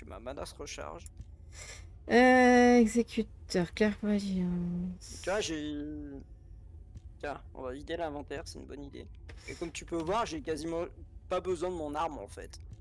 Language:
French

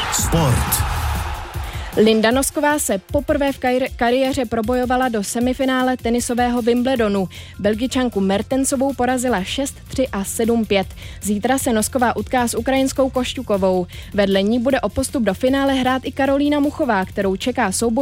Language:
Czech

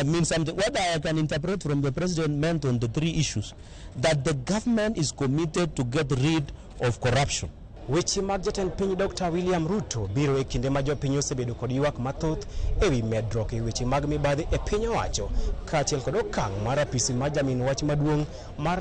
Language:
Luo (Kenya and Tanzania)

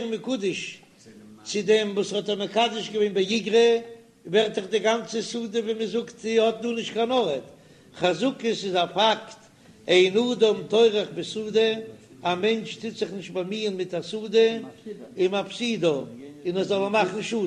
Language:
Yiddish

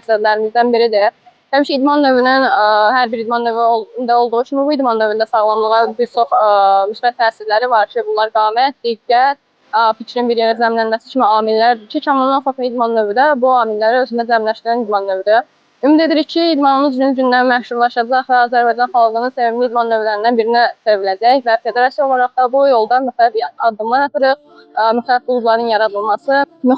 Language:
Azerbaijani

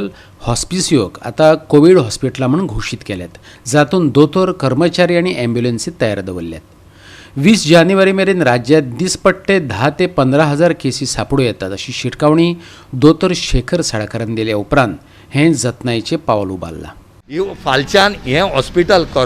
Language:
Konkani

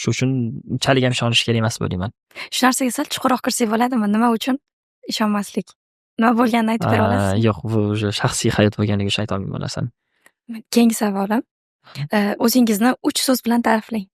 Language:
Uzbek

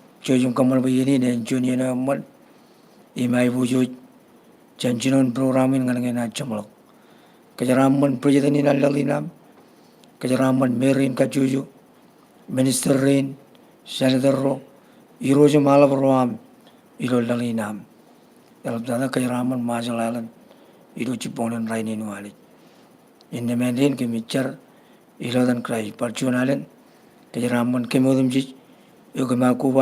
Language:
Marshallese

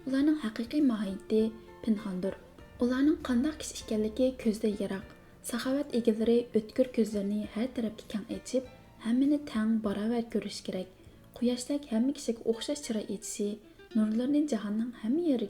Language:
Uyghur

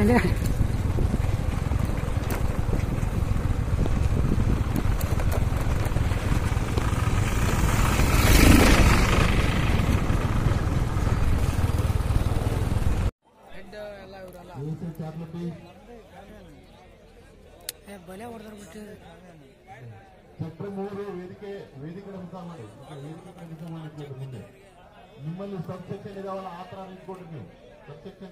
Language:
Kannada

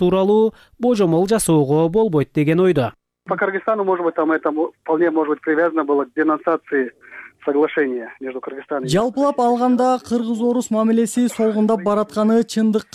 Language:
Kyrgyz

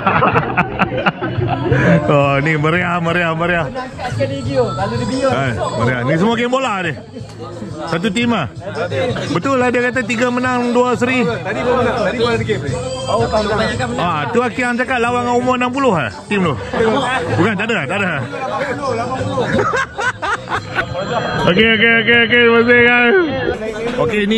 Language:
Malay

